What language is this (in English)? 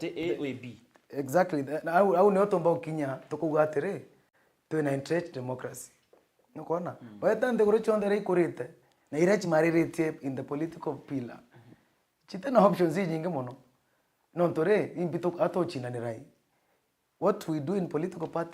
Meru